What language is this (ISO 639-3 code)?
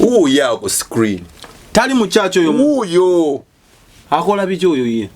lug